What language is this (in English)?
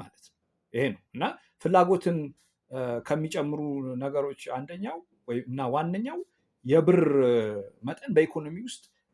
Amharic